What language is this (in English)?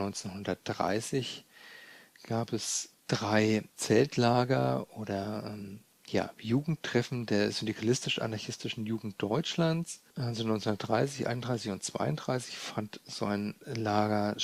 German